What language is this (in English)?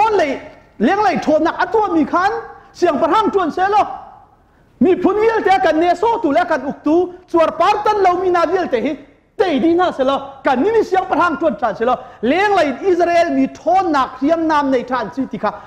Hakha Chin